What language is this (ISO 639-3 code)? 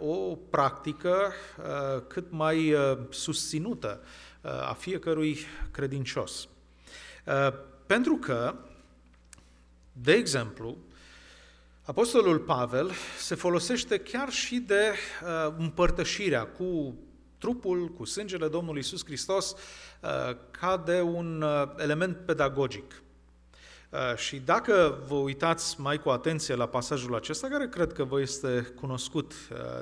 ron